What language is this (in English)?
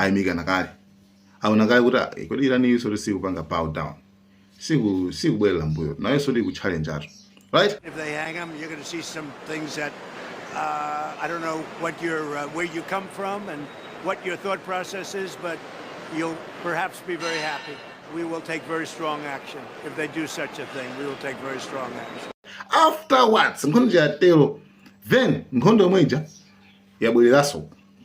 Nyanja